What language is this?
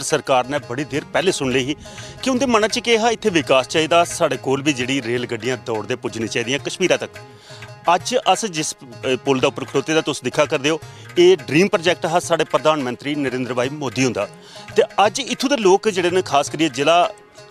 Dogri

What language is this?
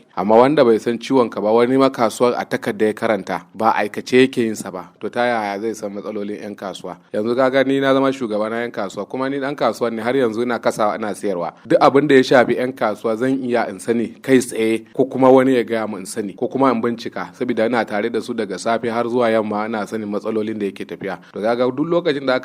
Hausa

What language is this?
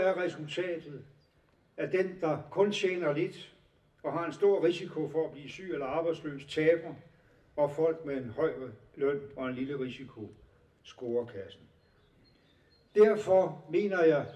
Danish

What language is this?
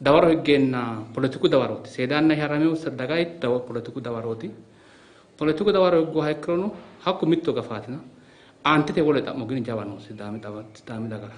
Sidamo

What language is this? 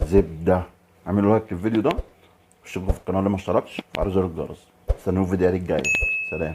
Egyptian Arabic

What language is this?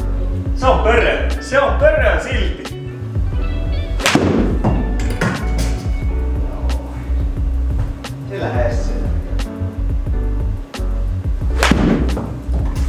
Finnish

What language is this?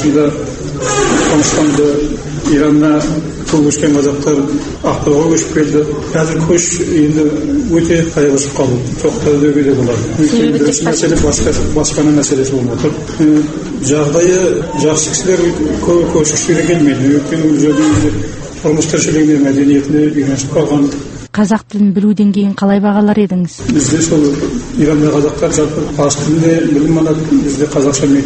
Kazakh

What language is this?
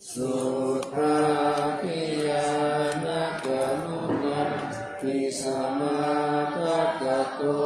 Pali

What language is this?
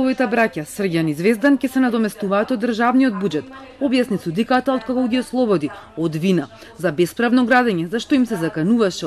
Macedonian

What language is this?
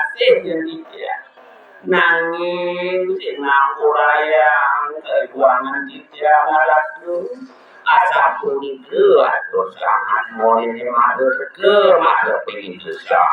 Balinese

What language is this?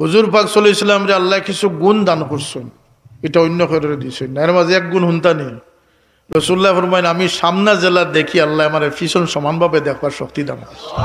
Sylheti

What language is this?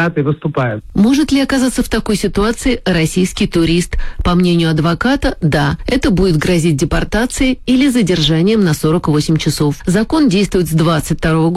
Russian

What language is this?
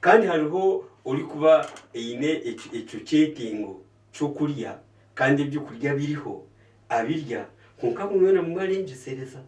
Nyankole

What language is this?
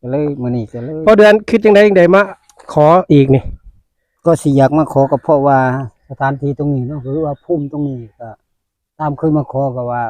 Northeastern Thai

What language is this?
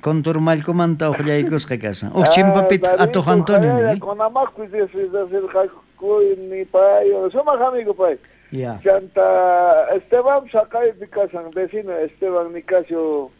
South Bolivian Quechua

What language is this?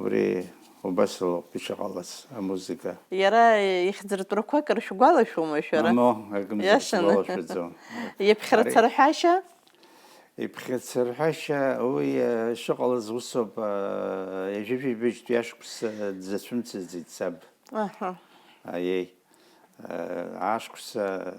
Abkhazian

